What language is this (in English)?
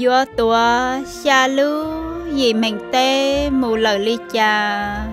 Hmong